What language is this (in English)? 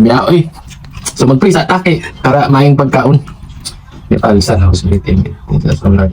Cebuano